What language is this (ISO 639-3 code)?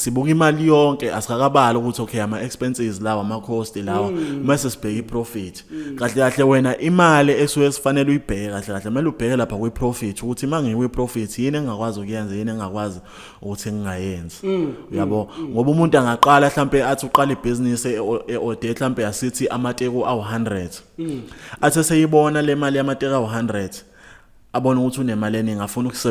zul